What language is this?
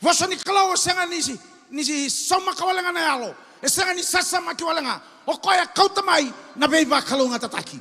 Fijian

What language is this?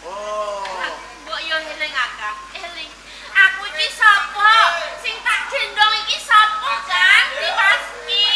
Javanese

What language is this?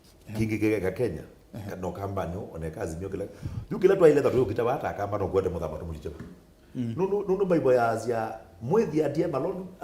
Kamba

